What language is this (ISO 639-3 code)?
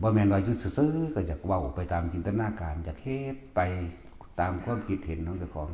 tts